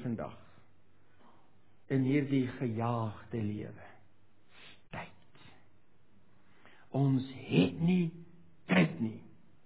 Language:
Afrikaans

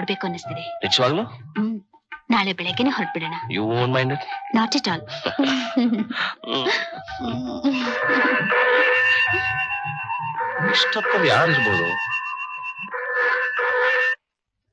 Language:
Kannada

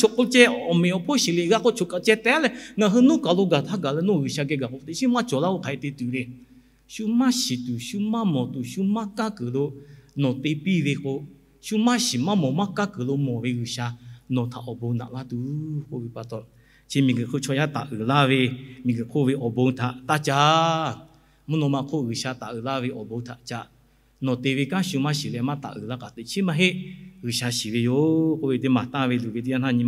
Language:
Lahu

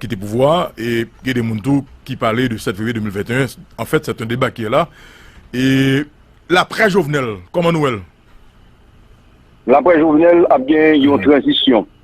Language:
Haitian Creole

